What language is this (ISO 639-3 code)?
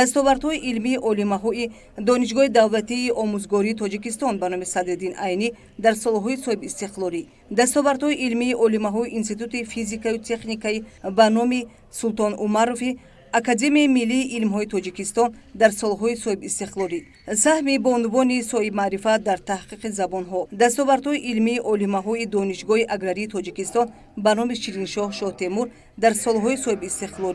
tgk